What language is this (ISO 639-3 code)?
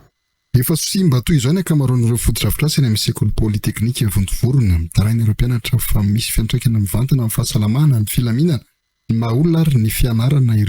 mlg